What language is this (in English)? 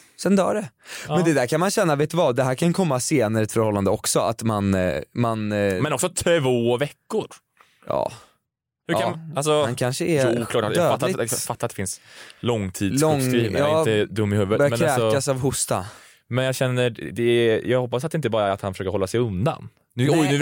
Swedish